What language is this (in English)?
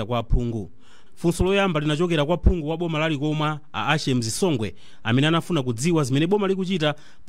Nyanja